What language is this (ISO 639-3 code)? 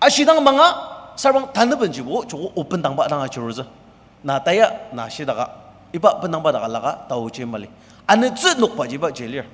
njo